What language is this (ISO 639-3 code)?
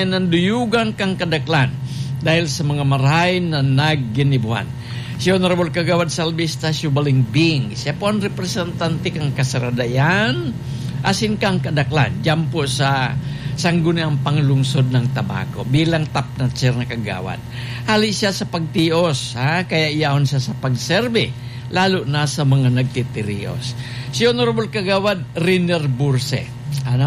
bik